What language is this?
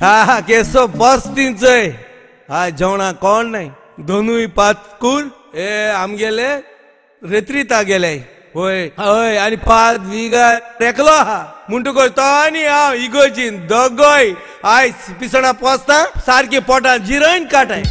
Konkani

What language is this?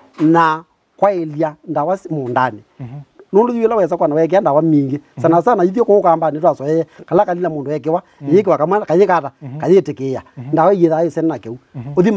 Kamba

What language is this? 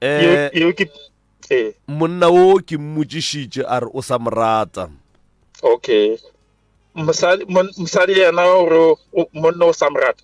Northern Sotho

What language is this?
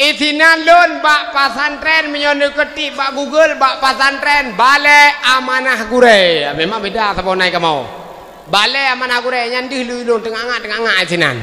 Achinese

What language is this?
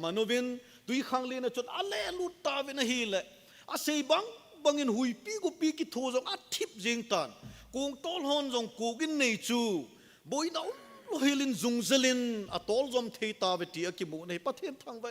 Thado Chin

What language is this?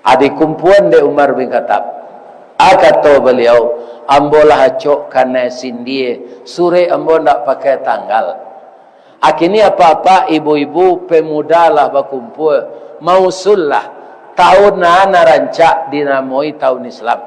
Minangkabau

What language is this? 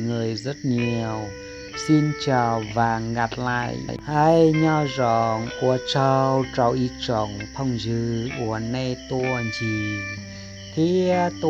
Hmong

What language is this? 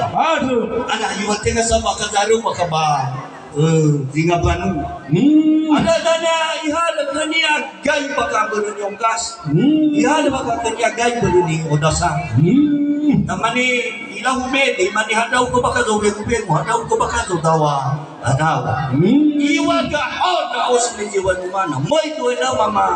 Nias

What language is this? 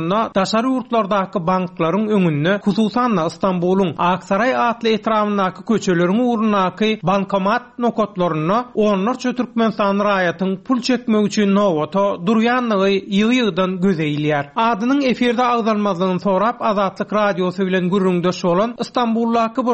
Turkmen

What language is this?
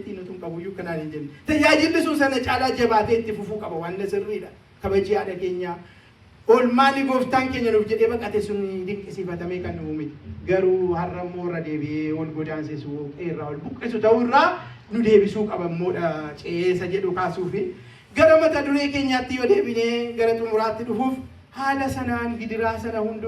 Oromo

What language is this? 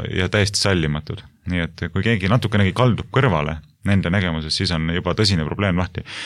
Estonian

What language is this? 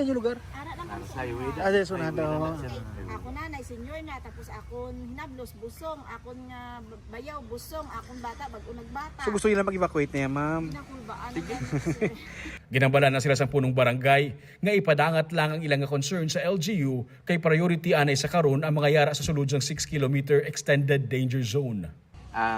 Hiligaynon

